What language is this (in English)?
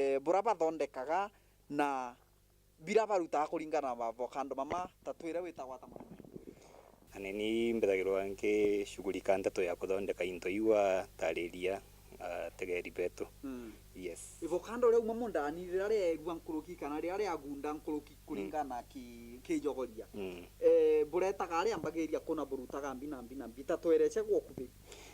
Meru